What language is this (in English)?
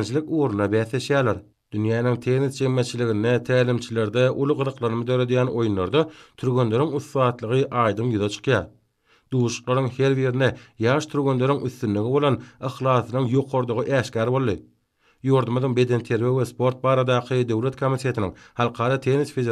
Turkmen